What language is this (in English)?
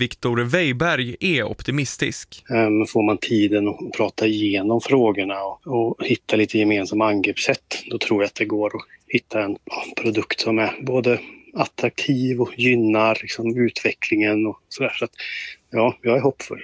Swedish